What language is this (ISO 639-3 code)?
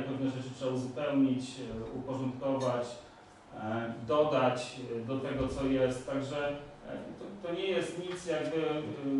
pol